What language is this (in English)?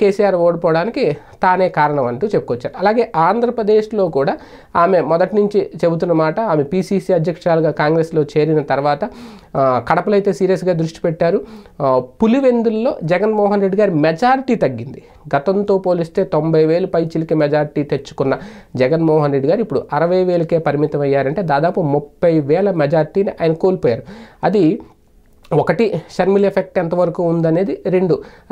Telugu